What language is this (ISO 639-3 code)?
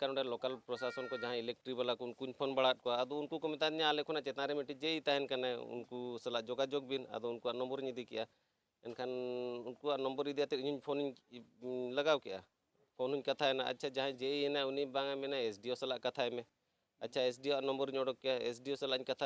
sat